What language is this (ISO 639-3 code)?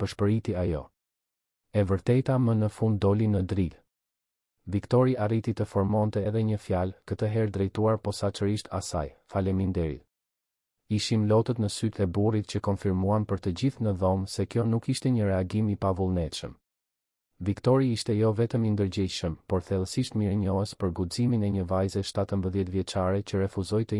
sqi